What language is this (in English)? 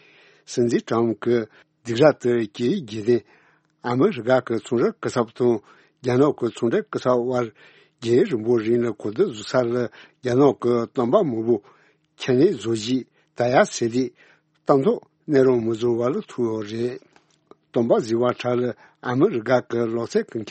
Tibetan